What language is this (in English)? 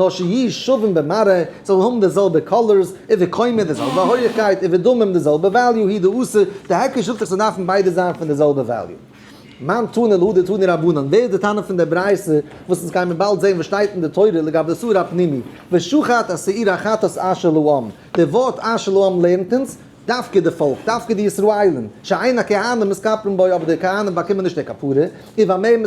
Yiddish